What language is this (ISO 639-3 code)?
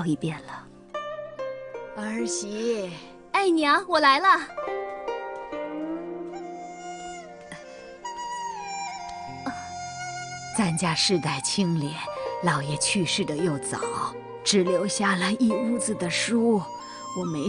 zho